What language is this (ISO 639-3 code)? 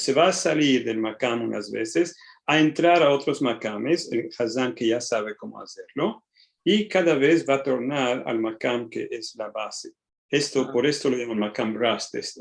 lad